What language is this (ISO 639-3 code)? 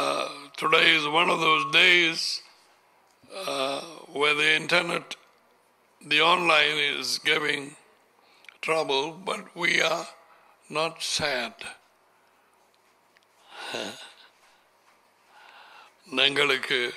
tam